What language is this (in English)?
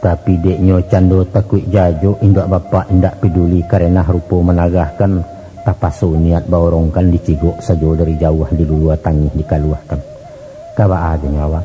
Minangkabau